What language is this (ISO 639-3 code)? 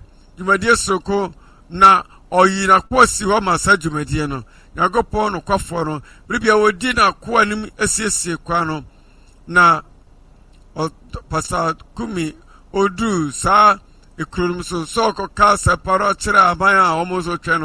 aka